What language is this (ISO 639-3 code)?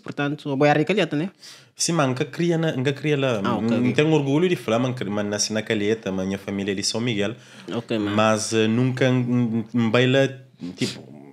kea